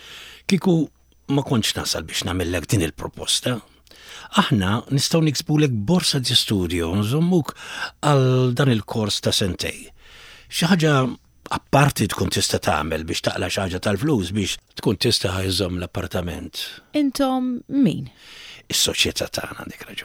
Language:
Maltese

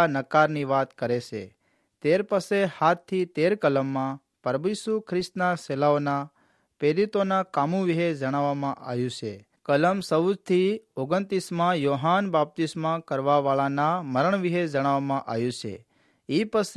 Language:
Gujarati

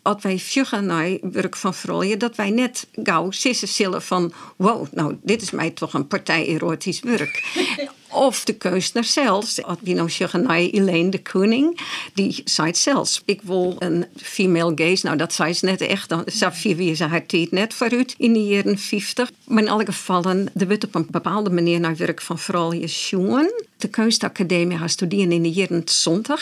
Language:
Western Frisian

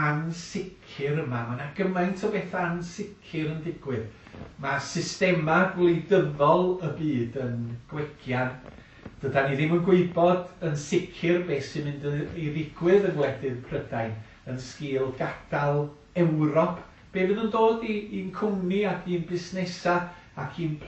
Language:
Welsh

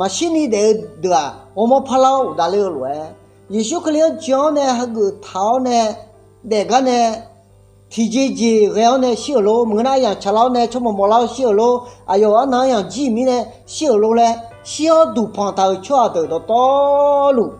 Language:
Akha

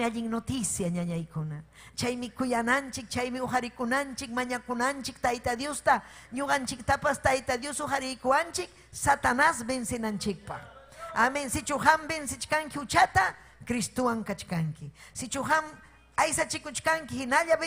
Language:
Ayacucho Quechua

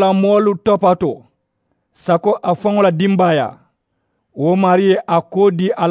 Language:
Mandingo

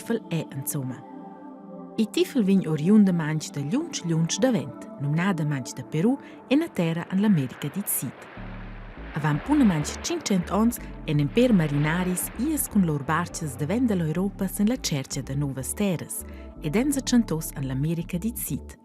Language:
Romansh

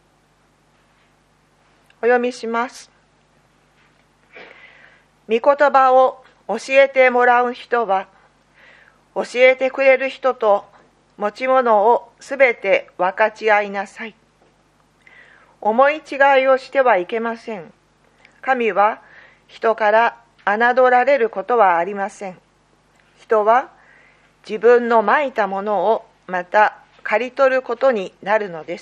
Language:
Japanese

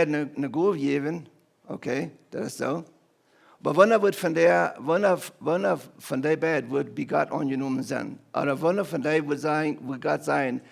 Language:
Plautdietsch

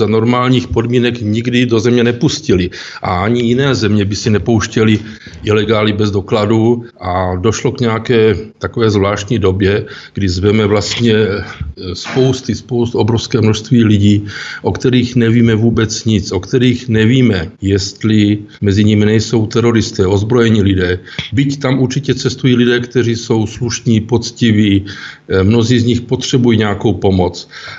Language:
Czech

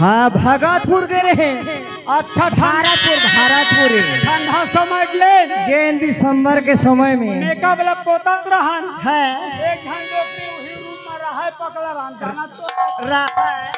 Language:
Chhattisgarhi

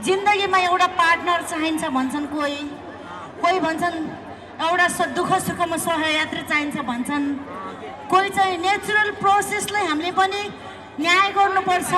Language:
Nepali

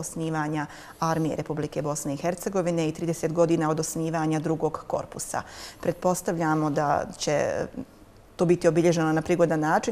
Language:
Bosnian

